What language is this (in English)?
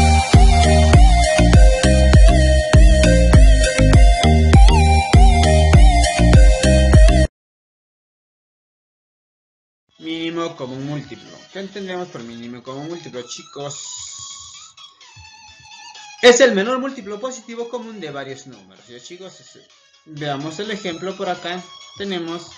Spanish